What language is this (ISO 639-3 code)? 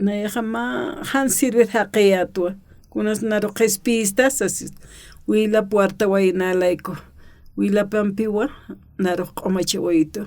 aym